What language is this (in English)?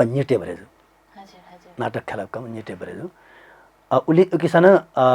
Newari